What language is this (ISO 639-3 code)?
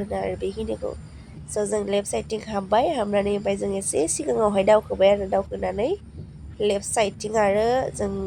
brx